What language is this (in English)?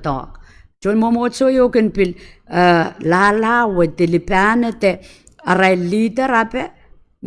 Pohnpeian